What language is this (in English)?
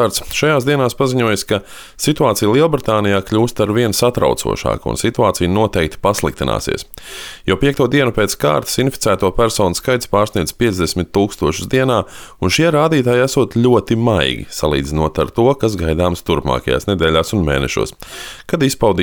Latvian